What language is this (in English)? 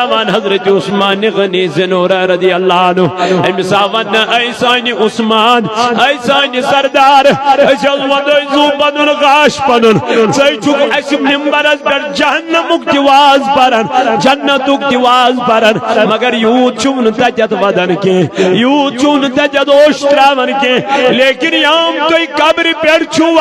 Kashmiri